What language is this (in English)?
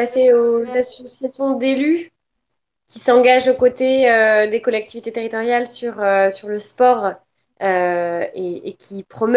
French